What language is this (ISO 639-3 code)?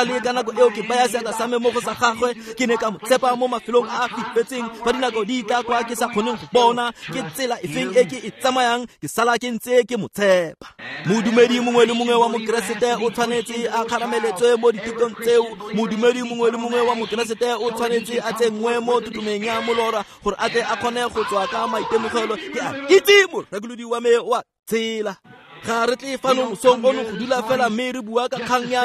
tsn